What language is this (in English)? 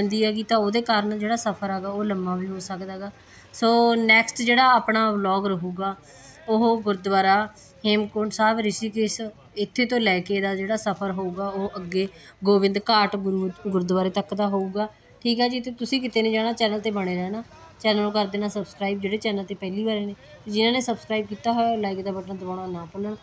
Punjabi